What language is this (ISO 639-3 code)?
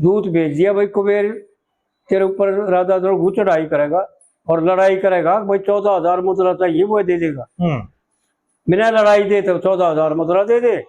bgc